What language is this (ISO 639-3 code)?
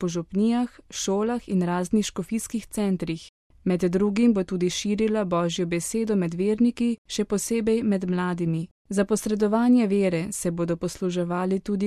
slv